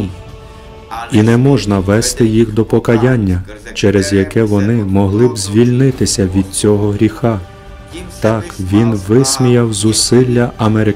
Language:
Ukrainian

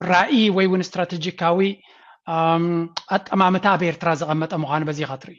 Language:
Tigrinya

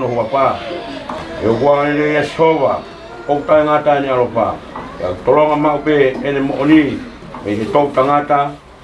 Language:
Tongan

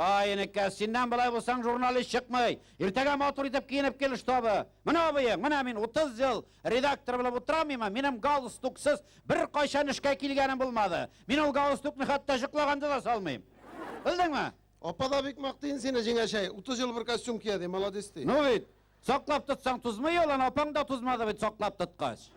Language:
Tatar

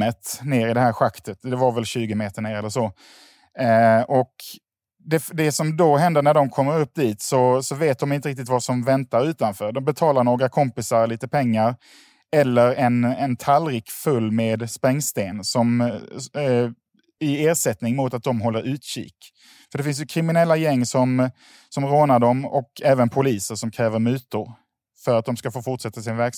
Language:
Swedish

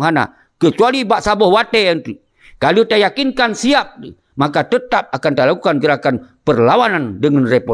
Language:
Achinese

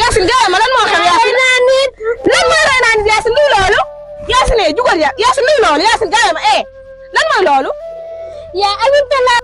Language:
Wolof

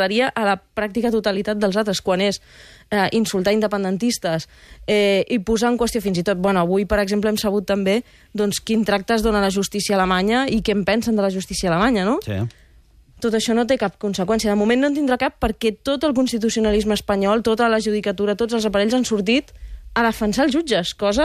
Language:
Catalan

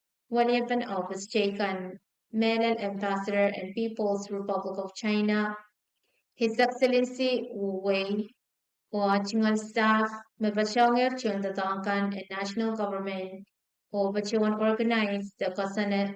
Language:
Pohnpeian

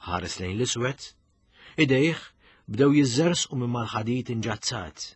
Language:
Maltese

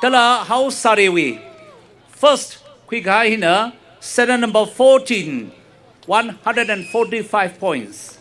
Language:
Tangkhul Naga (India)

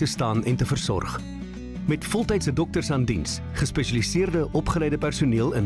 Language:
Afrikaans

